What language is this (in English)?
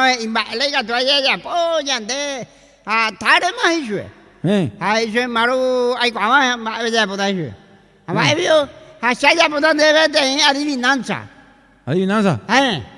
Guarani